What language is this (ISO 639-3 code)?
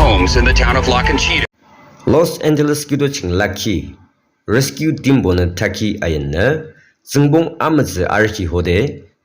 yim